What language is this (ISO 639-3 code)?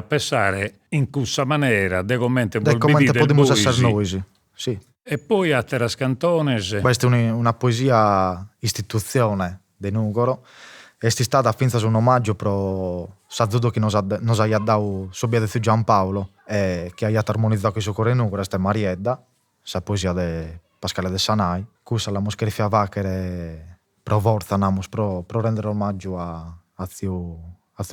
srd